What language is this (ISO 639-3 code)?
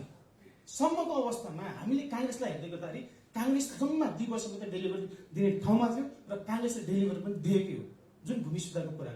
nep